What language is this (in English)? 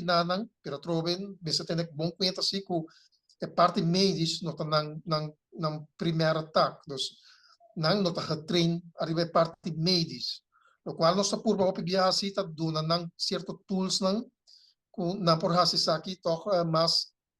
Papiamento